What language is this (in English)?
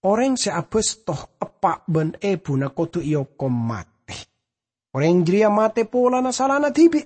Madurese